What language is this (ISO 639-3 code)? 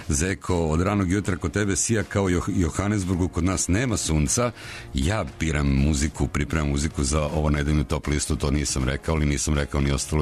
srp